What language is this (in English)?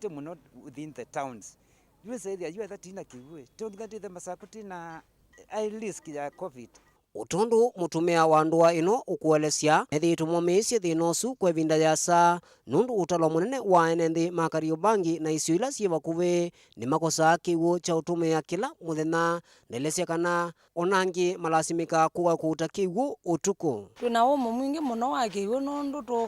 Kamba